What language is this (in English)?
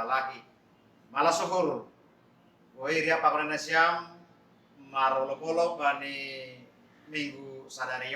Batak Simalungun